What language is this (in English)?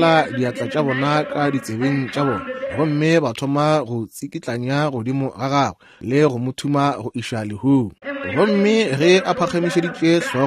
Northern Sotho